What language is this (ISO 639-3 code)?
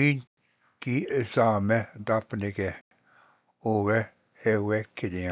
oji